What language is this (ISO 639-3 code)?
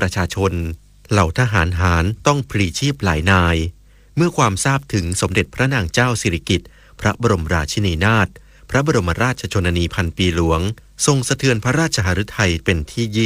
tha